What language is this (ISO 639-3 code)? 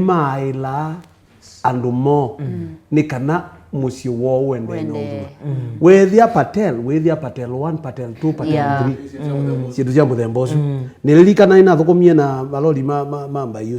kam